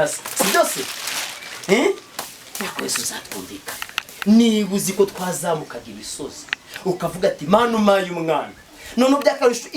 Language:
Kinyarwanda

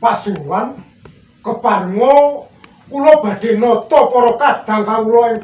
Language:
Javanese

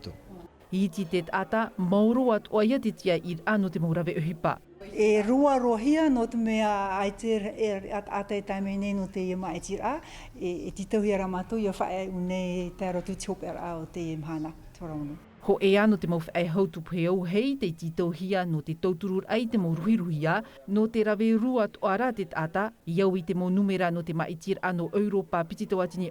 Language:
Tahitian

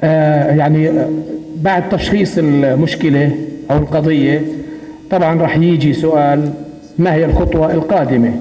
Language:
North Levantine Arabic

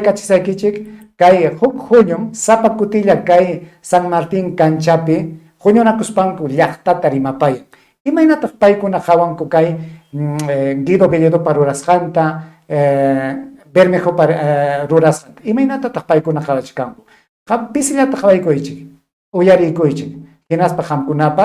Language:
Ayacucho Quechua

